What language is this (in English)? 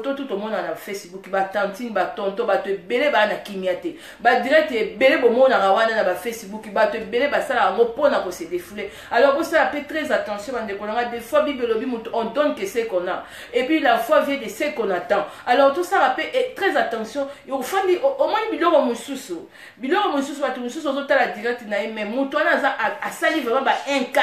Lingala